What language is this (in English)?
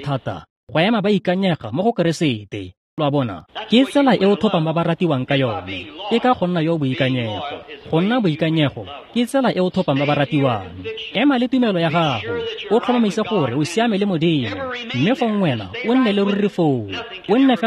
Tswana